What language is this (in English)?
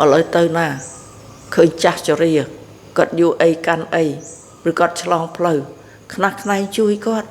Khmer